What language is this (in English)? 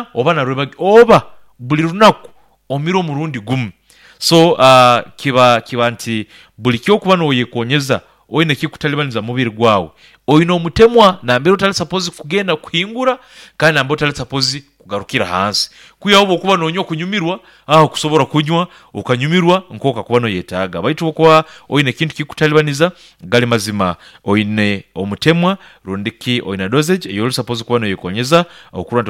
Nyankole